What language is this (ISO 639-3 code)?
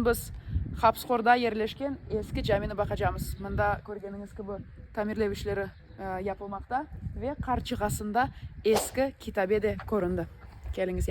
crh